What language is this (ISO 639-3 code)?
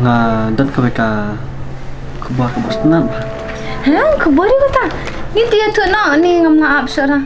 kha